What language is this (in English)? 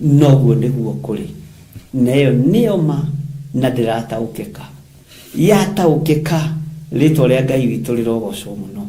Kikuyu